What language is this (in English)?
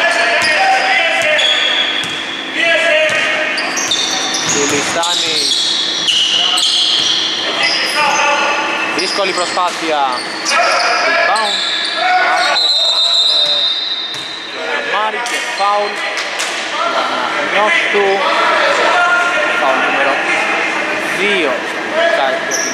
Greek